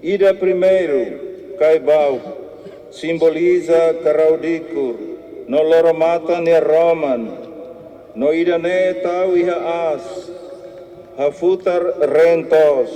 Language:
Tetum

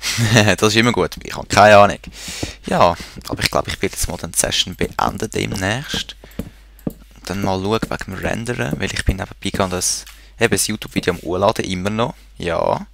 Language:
Swiss German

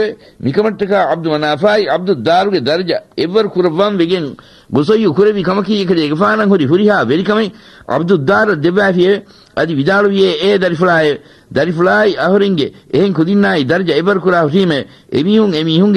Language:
Divehi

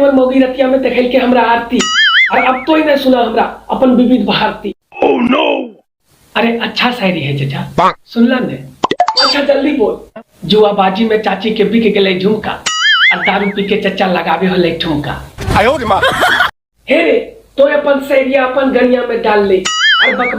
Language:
Magahi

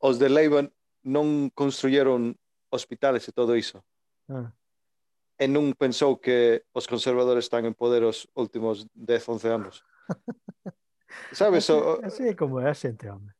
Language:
Galician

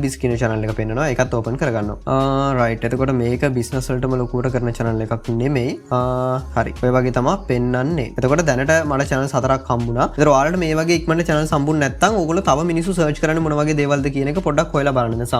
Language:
Sinhala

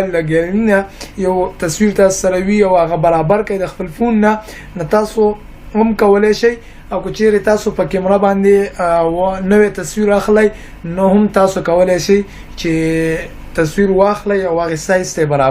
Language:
Pashto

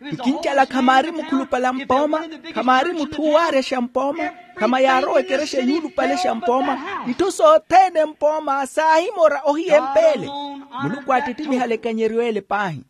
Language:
Makhuwa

